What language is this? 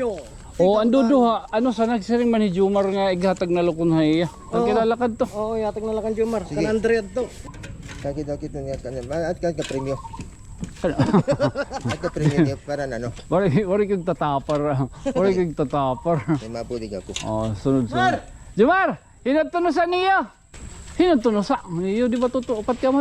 Waray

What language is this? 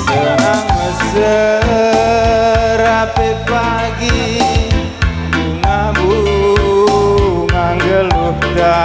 Batak Karo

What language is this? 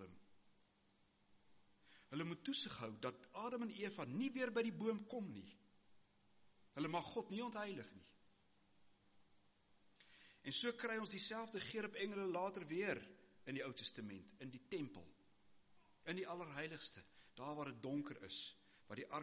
Afrikaans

